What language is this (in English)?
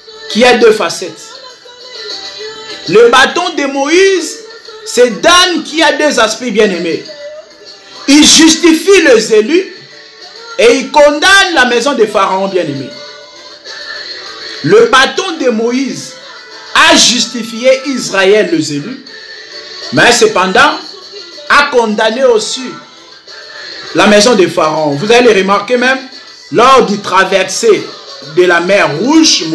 French